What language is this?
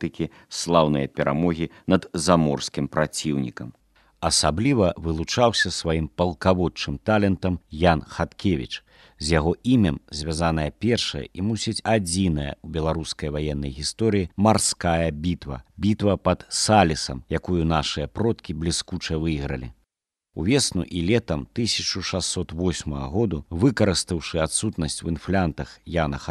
Belarusian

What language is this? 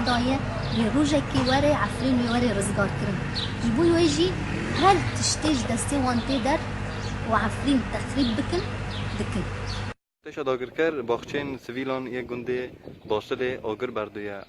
Kurdish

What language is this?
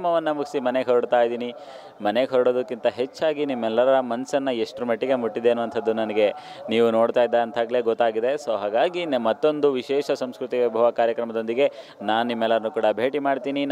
Kannada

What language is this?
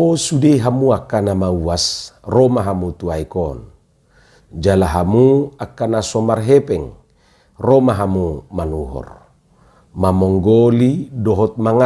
Batak Toba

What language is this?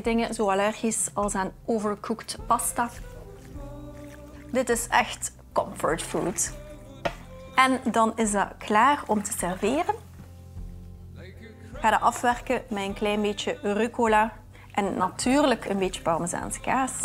Dutch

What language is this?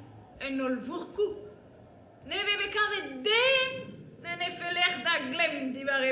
Breton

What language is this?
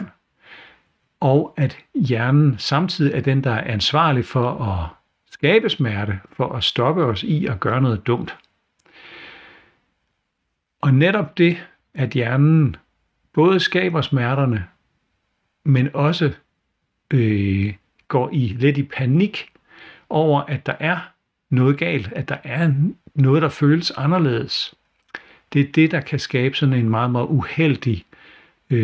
Danish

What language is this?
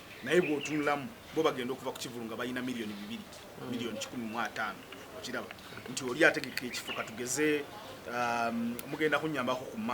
Ganda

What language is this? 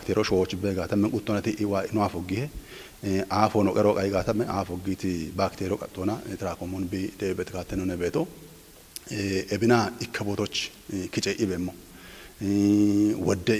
Kafa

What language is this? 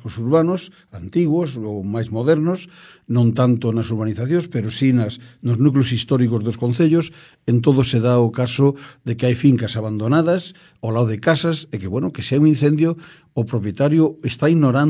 Galician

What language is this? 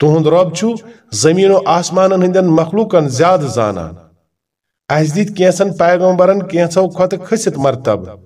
Kashmiri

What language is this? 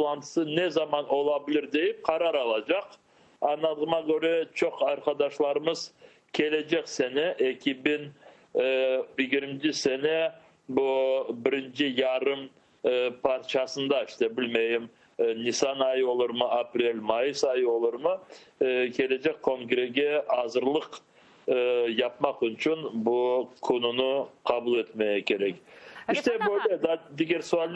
Crimean Tatar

